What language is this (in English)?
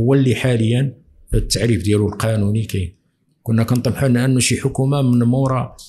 Moroccan Arabic